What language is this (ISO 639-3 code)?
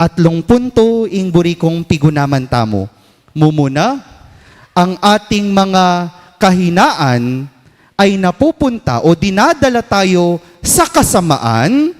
pam